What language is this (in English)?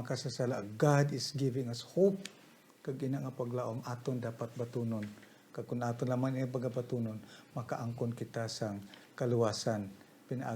Hiligaynon